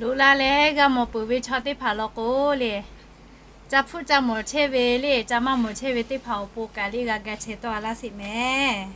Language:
Lahu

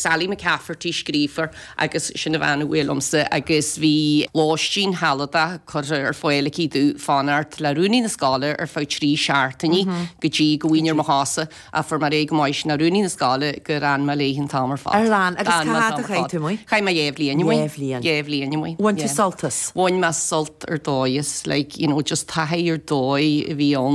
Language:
Irish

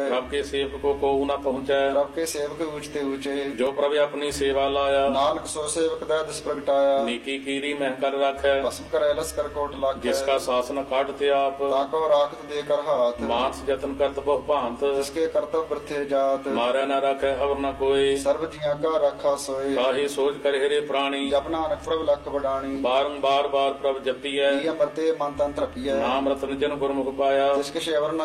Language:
Punjabi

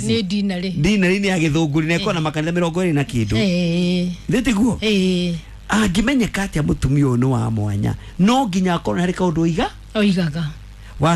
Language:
Kikuyu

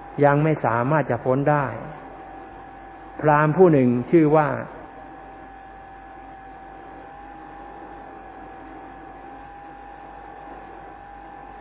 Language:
Thai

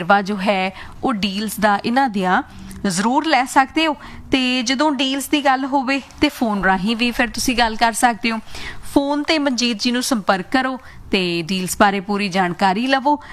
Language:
Punjabi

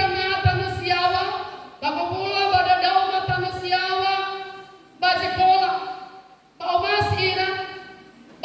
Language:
Nias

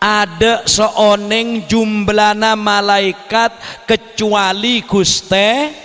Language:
Madurese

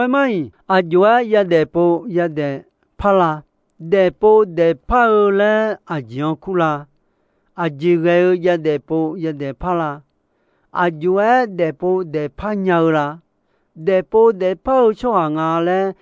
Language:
Akha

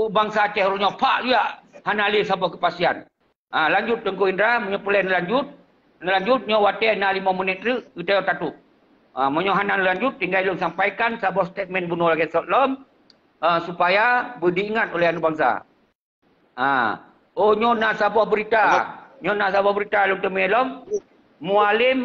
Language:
Achinese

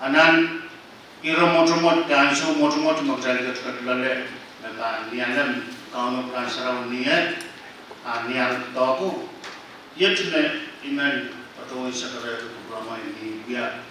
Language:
Pohnpeian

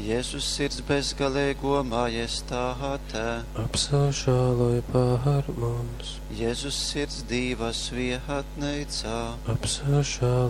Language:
Latgalian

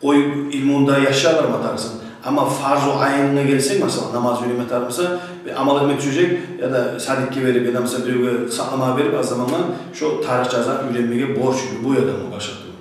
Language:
Kumyk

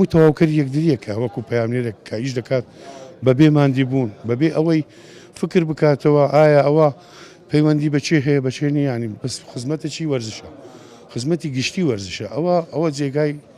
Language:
Central Kurdish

